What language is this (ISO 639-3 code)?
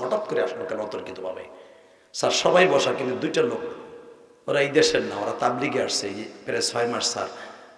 ben